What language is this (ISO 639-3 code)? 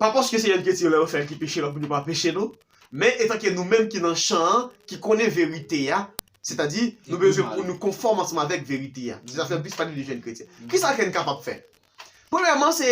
hat